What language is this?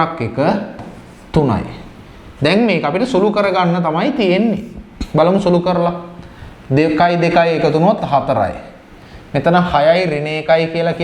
Sinhala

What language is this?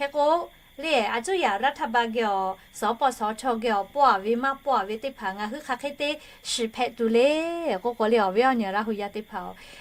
Lahu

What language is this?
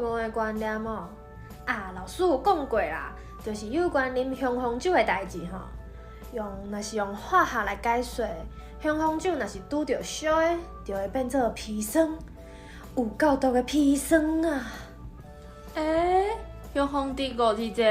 Min Nan Chinese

